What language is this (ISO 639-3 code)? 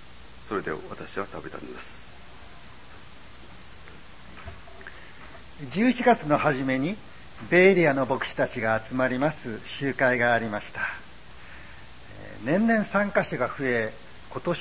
jpn